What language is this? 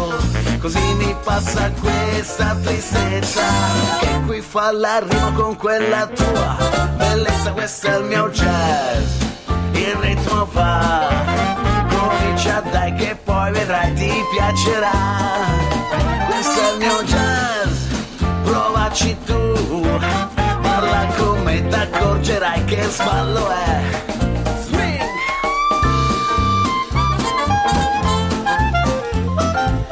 Italian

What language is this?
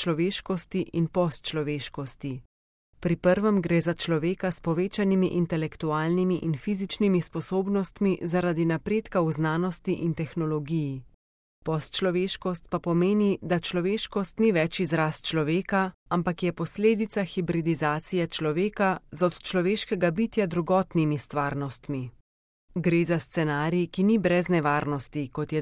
Slovenian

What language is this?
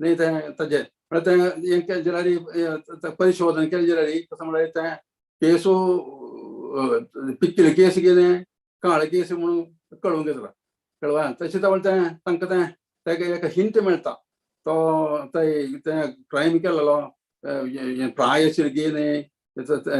Konkani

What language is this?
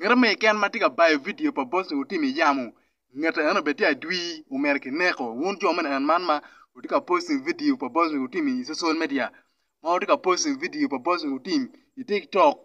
Acoli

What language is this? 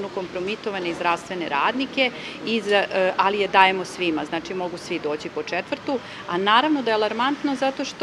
Serbian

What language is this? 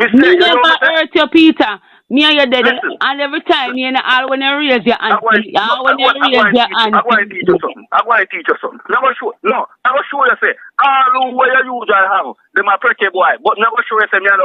Jamaican Creole English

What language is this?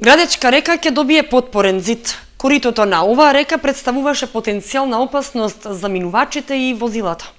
Macedonian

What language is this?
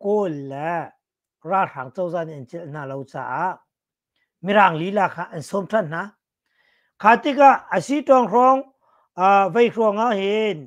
Hakha Chin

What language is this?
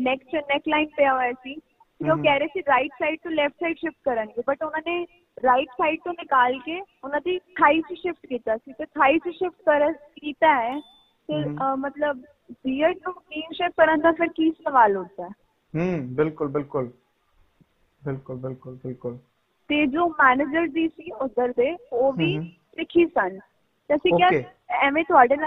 Punjabi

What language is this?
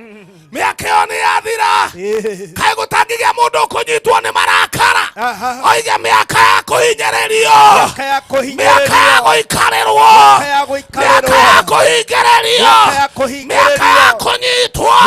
Kikuyu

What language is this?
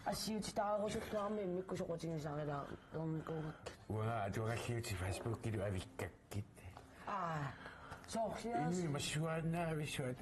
Kalaallisut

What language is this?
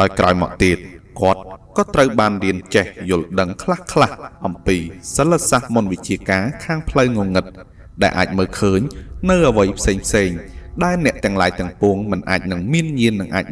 Khmer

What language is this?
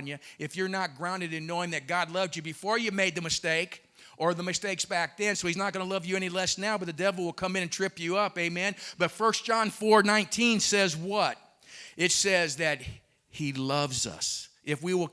English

